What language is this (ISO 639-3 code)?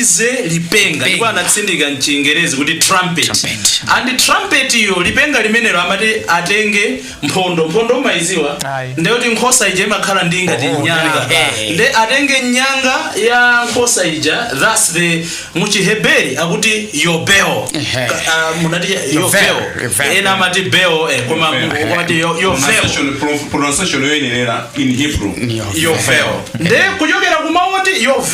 nya